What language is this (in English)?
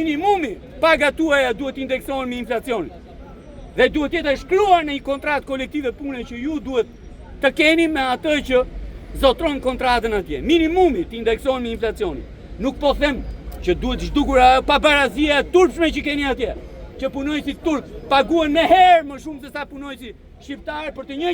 Albanian